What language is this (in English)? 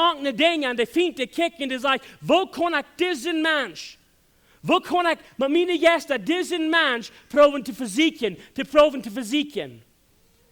Plautdietsch